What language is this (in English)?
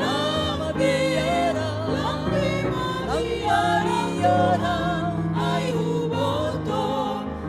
Batak Simalungun